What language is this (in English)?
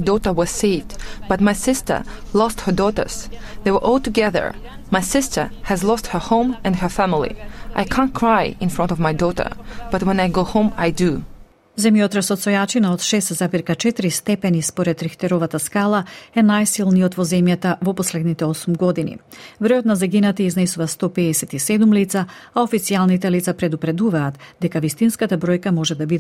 Macedonian